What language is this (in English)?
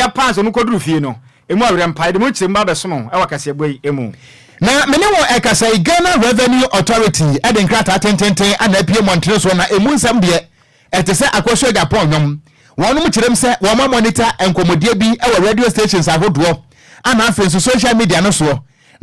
Akan